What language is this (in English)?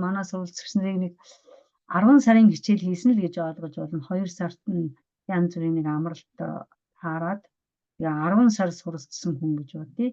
Mongolian